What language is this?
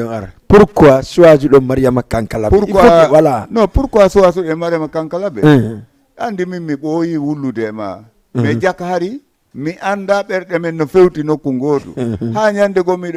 Fula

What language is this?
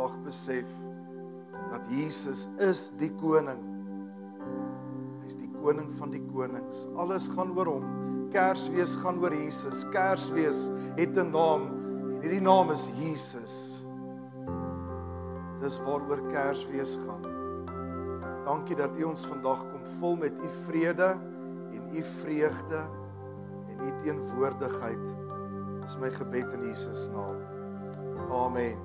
Afrikaans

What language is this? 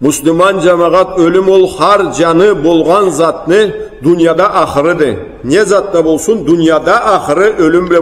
Karachay-Balkar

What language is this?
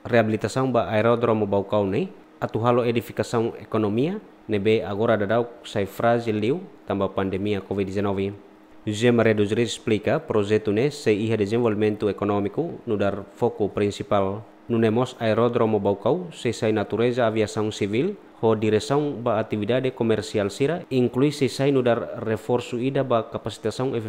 Tetum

